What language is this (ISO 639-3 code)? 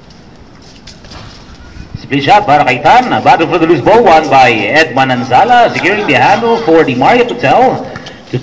fil